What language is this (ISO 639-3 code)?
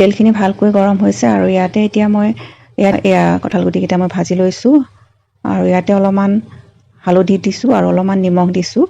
asm